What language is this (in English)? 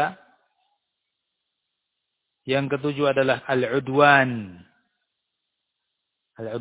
Indonesian